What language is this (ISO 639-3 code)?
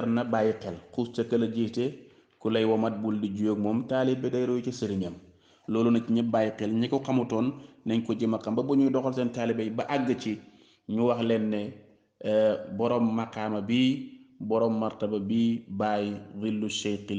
wol